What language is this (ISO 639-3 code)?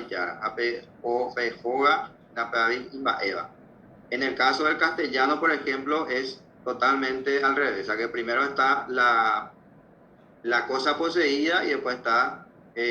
grn